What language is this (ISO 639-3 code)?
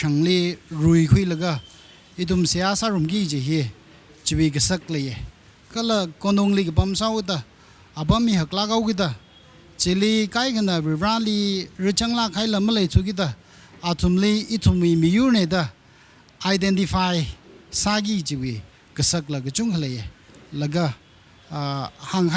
nmf